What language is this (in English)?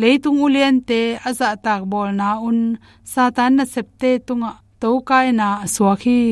Tedim Chin